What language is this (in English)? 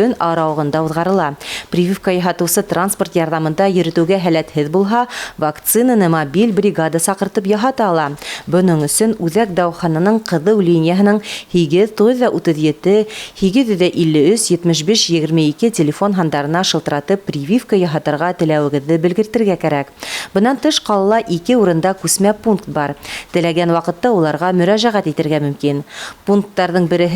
Bashkir